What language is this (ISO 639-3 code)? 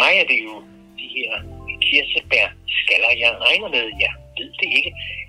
dan